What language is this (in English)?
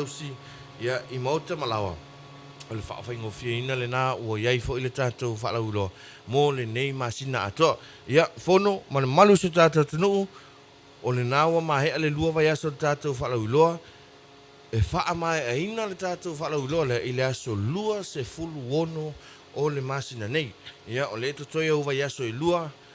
Samoan